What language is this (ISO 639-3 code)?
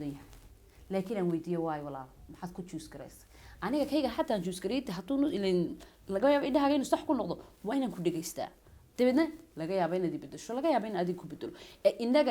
som